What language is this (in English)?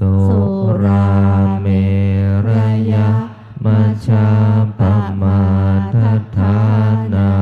Pali